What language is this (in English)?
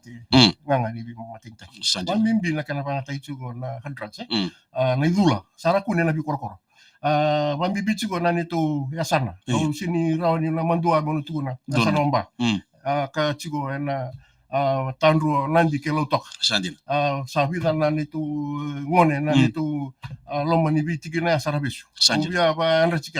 Fijian